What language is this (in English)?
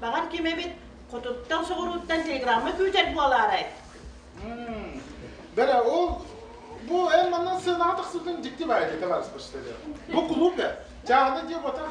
Yakut